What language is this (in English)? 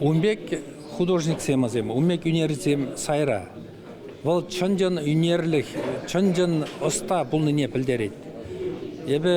Chuvash